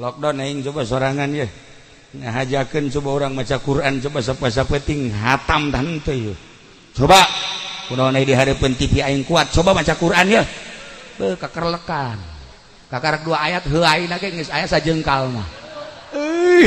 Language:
Sundanese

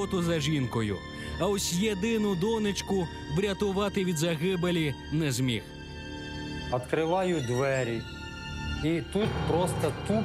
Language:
Ukrainian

